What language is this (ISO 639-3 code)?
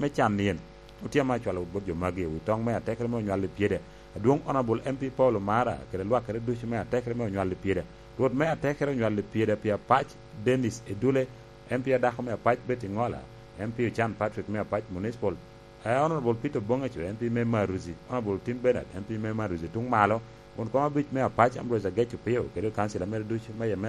laj